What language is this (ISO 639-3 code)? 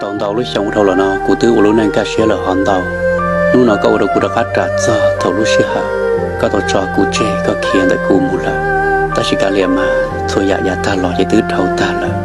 hmn